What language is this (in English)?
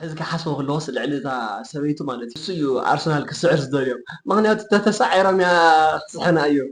Tigrinya